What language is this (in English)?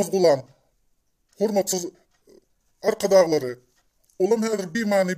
Turkmen